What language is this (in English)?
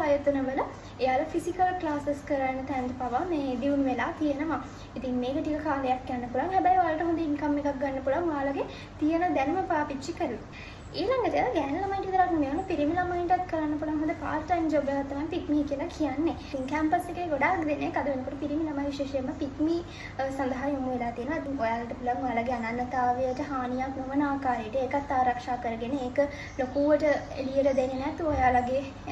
Sinhala